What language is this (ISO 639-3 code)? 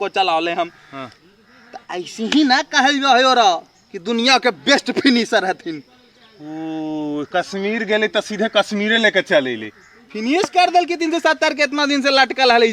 mag